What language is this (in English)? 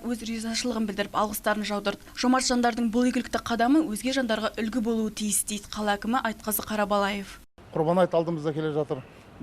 Kazakh